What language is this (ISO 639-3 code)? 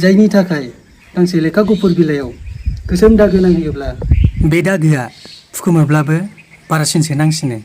brx